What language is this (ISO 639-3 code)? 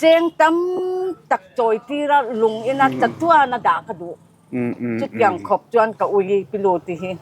lus